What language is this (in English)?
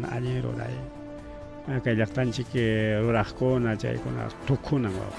Ayacucho Quechua